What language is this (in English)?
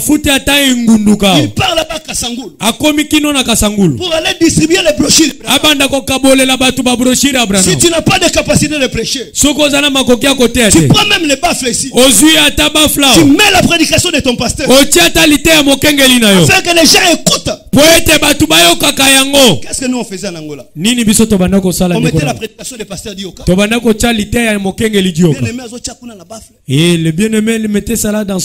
French